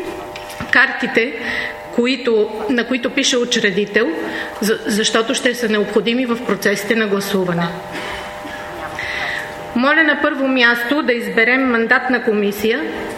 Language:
Bulgarian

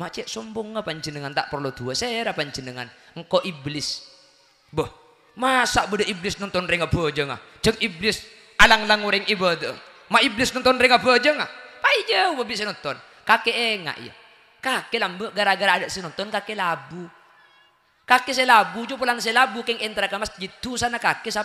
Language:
Madurese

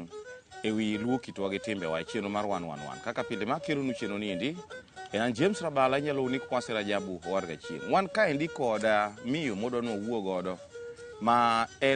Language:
Luo (Kenya and Tanzania)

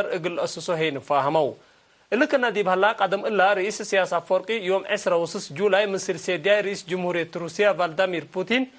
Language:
Tigre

